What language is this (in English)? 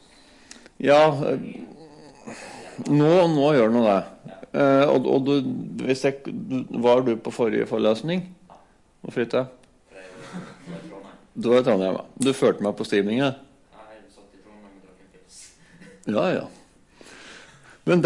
Norwegian